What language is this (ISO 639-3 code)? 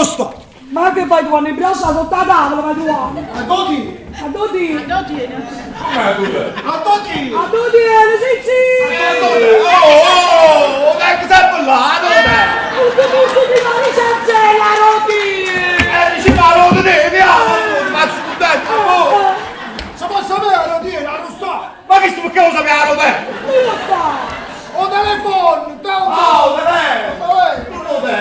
nap